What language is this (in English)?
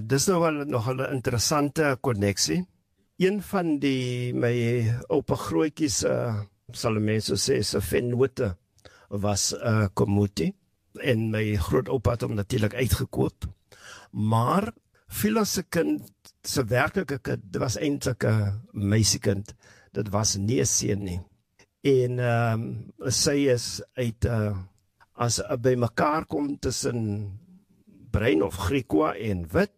Afrikaans